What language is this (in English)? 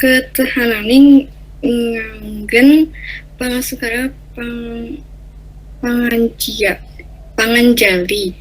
Balinese